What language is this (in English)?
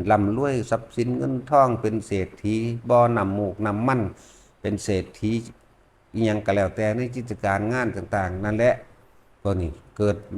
Northeastern Thai